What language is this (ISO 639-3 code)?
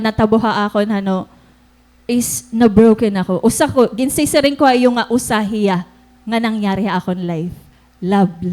war